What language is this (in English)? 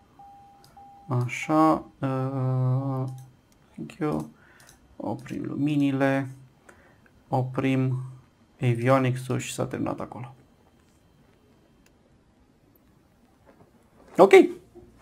Romanian